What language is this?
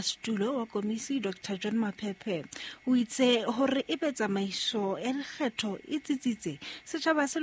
Southern Sotho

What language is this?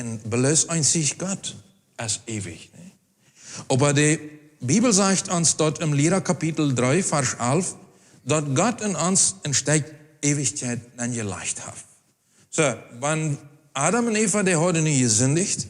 Plautdietsch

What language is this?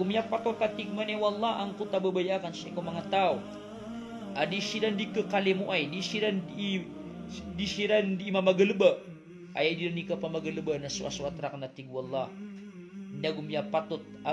Maranao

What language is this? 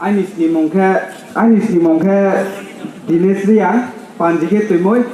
Riang (India)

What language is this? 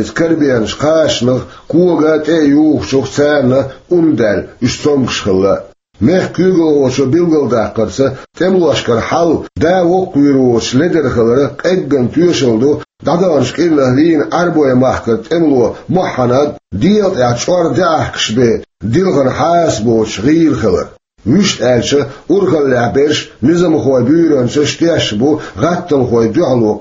Chechen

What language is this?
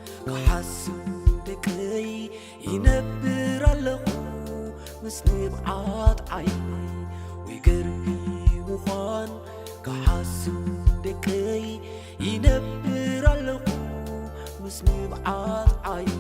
Tigrinya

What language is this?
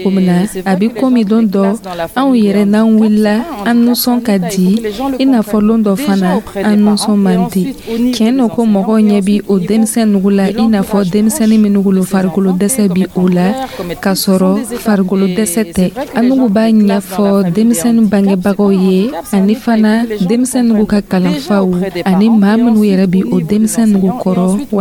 Dyula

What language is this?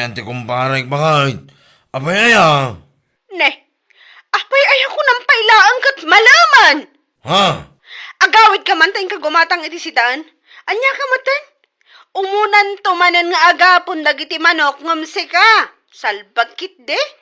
Iloko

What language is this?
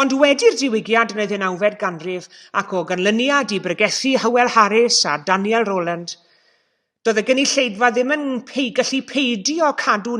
Welsh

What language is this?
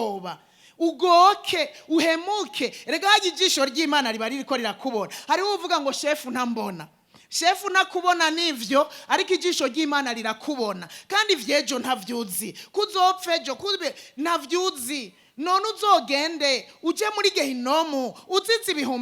Rundi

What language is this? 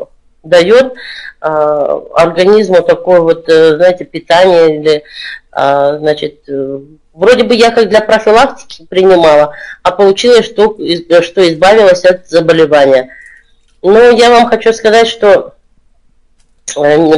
Russian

